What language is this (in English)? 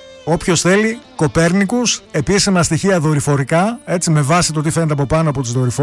Greek